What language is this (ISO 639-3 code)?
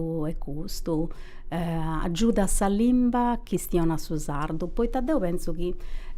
srd